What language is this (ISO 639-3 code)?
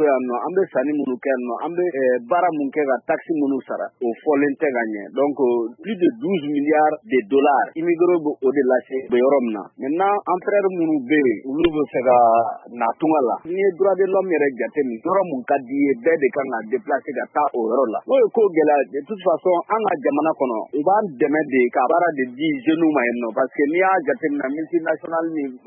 bam